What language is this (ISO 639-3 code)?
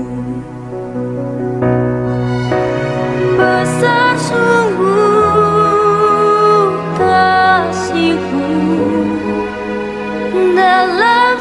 ind